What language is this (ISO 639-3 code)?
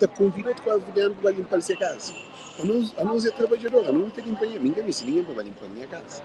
kea